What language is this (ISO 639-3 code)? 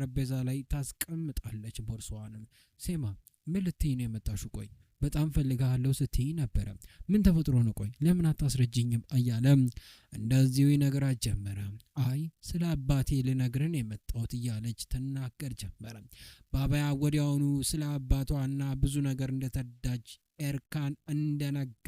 amh